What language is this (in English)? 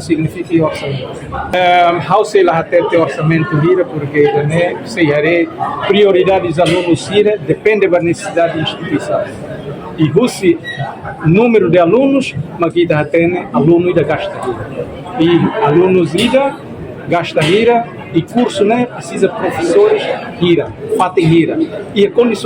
Tetum